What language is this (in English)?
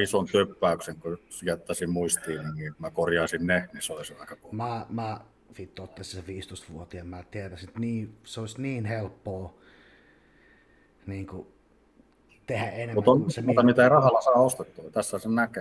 Finnish